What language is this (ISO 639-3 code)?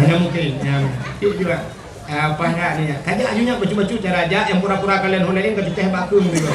ace